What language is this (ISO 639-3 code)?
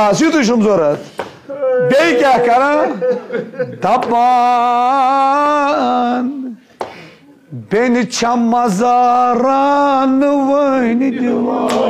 kas